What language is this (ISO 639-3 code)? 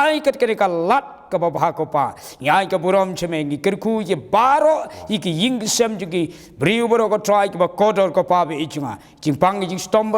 kha